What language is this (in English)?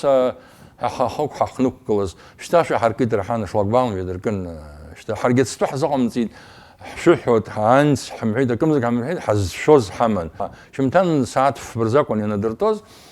Abkhazian